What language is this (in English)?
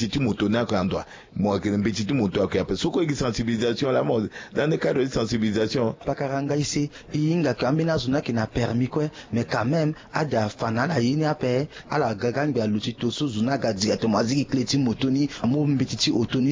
Sango